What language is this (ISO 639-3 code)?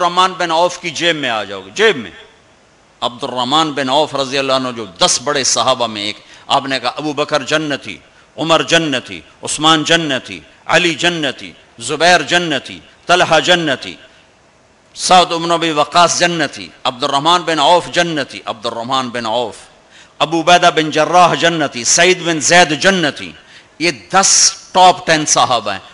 urd